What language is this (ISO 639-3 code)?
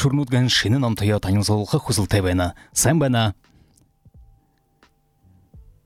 bua